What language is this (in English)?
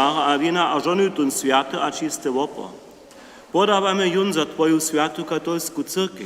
Upper Sorbian